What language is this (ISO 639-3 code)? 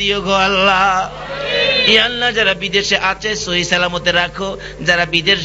ben